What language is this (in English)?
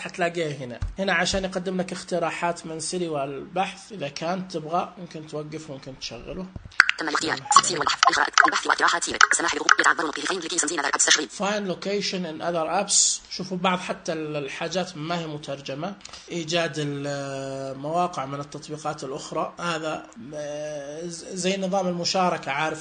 Najdi Arabic